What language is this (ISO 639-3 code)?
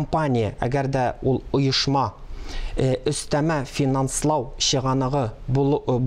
tat